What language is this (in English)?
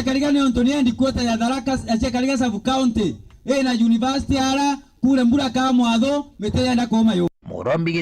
Meru